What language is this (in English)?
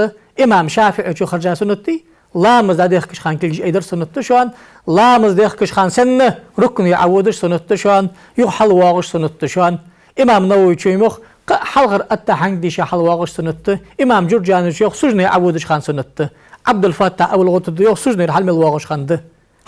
Ingush